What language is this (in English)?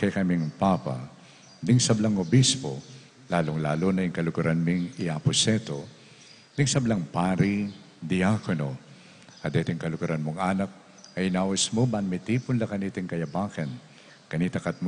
Pampanga